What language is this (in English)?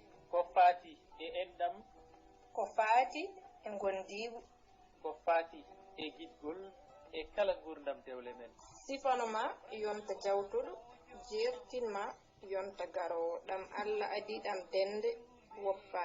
Fula